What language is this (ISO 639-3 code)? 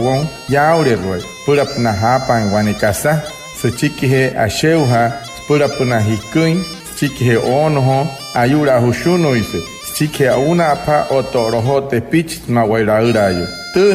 guc